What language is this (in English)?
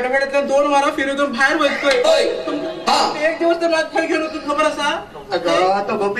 Konkani